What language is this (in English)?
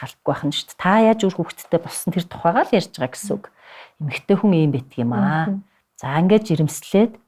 Mongolian